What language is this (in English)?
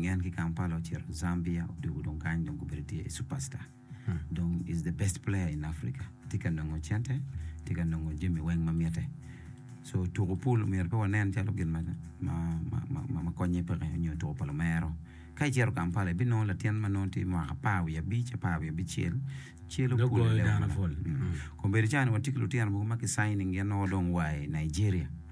Acoli